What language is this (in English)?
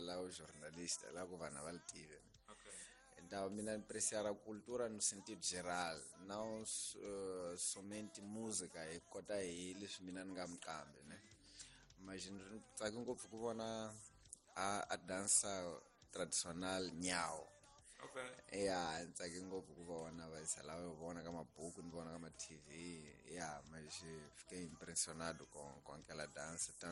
Tsonga